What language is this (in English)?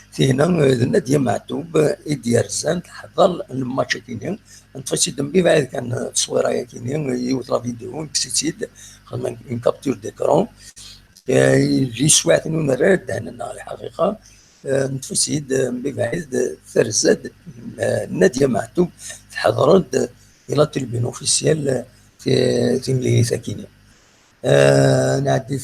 Kabyle